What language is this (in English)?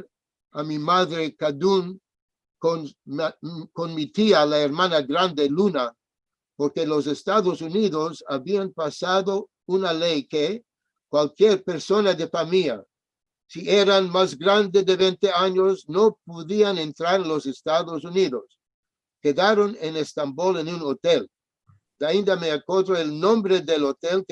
Ladino